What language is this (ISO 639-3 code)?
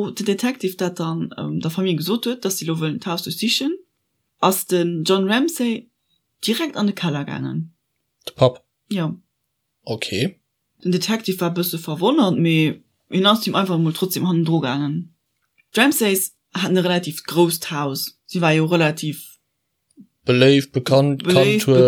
ltz